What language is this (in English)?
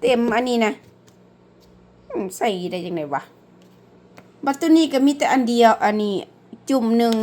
Lao